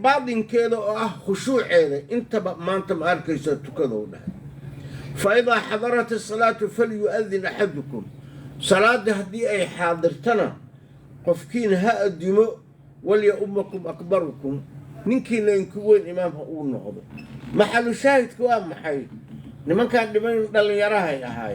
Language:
Somali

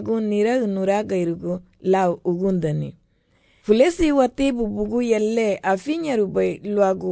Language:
Garifuna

